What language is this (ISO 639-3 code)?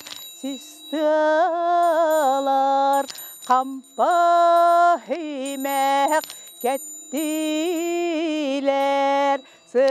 sah